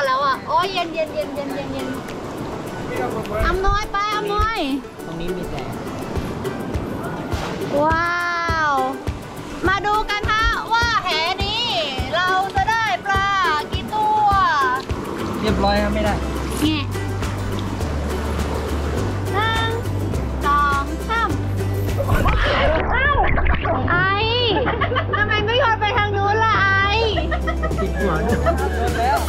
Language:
Thai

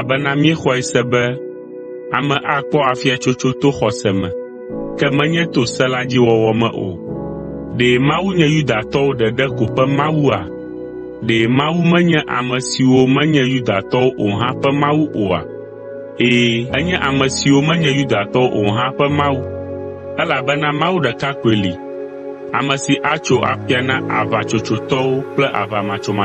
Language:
Ewe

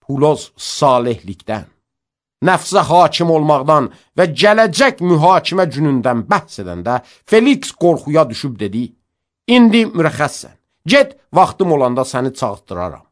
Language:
Azerbaijani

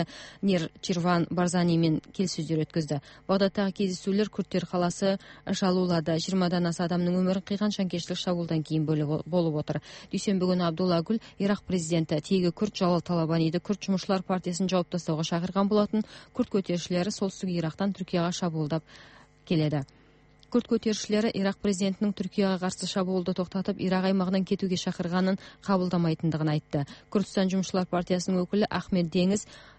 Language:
Kyrgyz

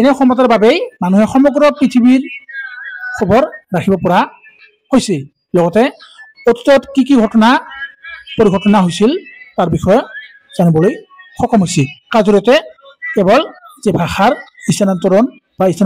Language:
Assamese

